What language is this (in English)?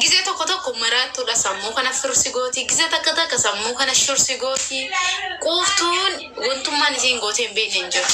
Oromo